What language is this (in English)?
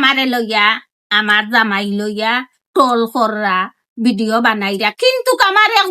Sylheti